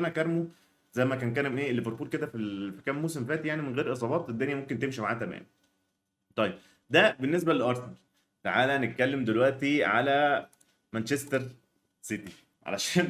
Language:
Egyptian Arabic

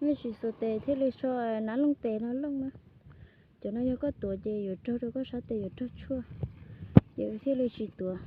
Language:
Hmong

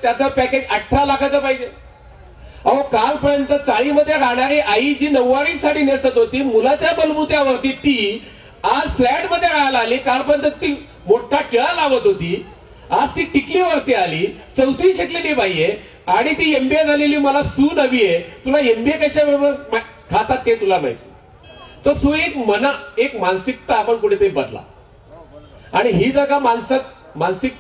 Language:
Marathi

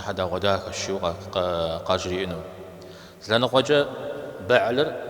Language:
Kabardian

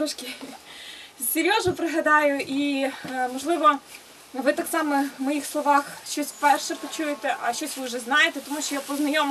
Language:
Ukrainian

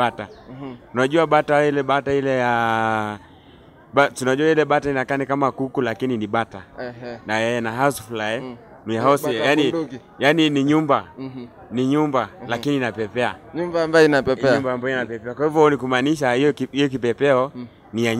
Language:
Swahili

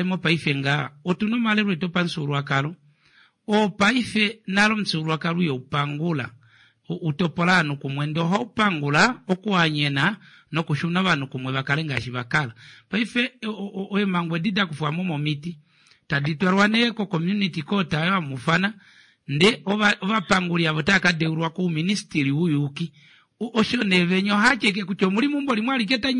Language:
Kuanyama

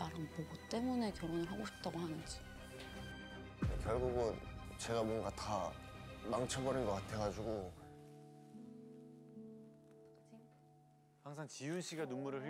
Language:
Korean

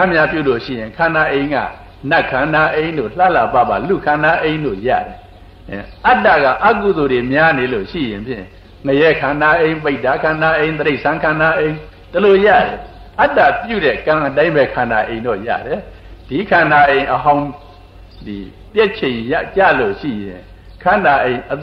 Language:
Burmese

